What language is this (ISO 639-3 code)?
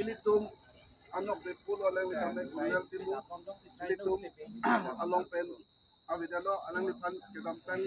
mjw